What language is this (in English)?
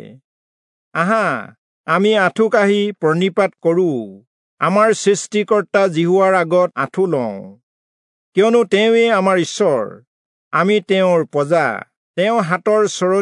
Assamese